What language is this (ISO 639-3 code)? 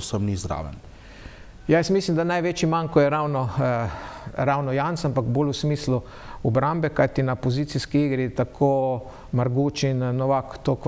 slv